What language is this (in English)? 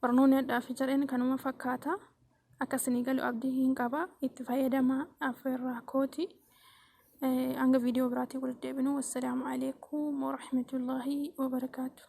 Oromo